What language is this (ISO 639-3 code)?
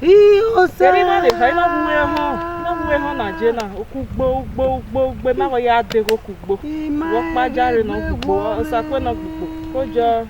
bin